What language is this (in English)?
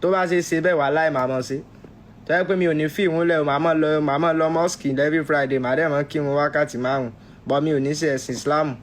Yoruba